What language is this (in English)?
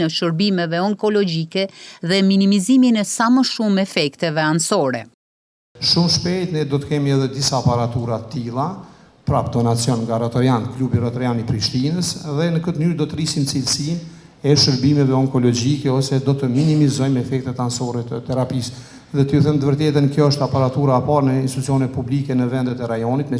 Albanian